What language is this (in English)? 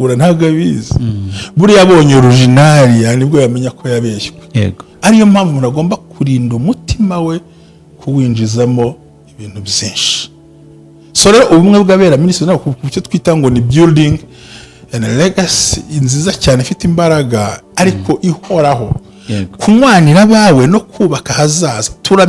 Kinyarwanda